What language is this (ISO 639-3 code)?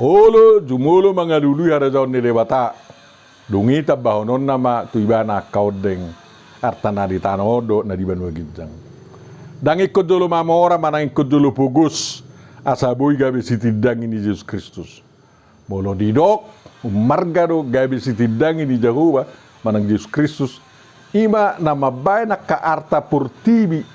bbc